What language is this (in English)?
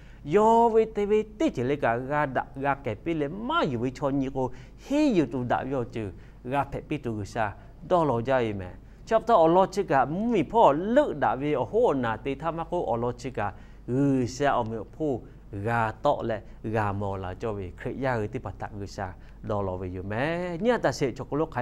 Lahu